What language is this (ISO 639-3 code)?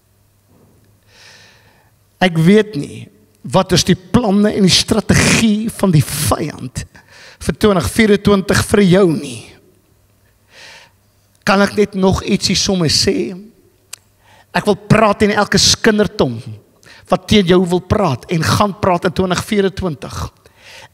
afr